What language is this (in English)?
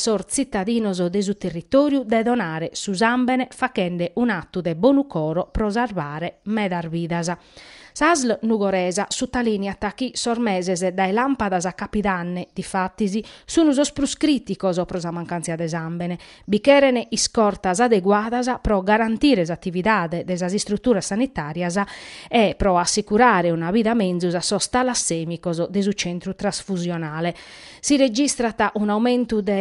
Sardinian